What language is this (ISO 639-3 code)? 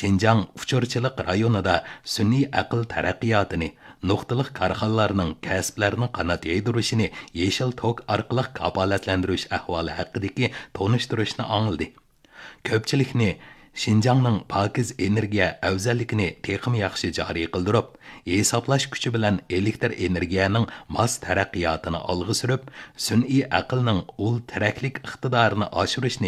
uig